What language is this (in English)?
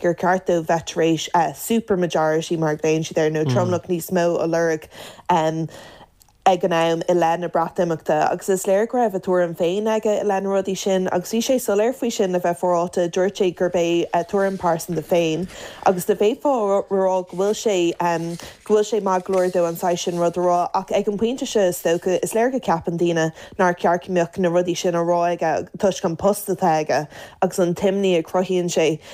Irish